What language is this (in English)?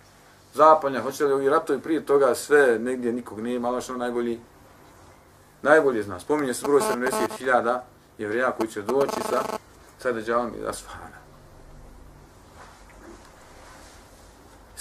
Bosnian